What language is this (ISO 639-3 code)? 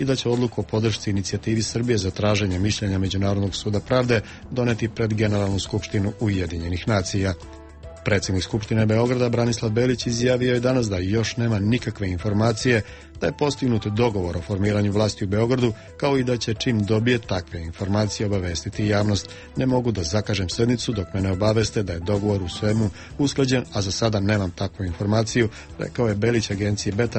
srp